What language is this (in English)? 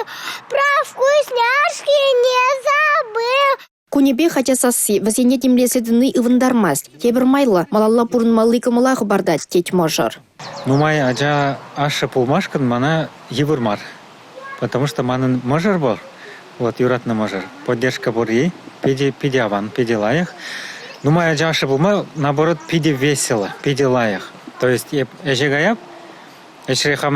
Chuvash